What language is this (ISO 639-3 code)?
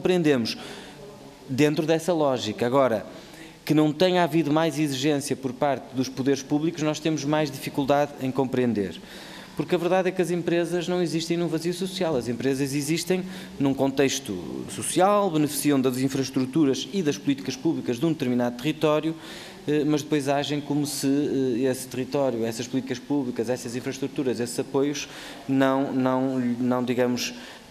por